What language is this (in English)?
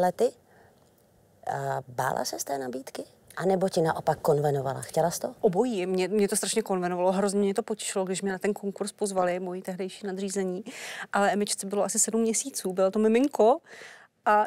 Czech